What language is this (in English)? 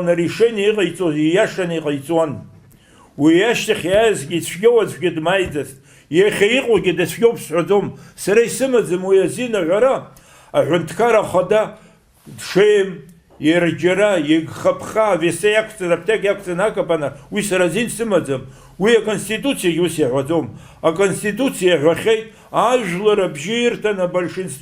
Abkhazian